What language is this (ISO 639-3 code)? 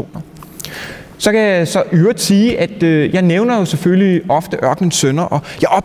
dan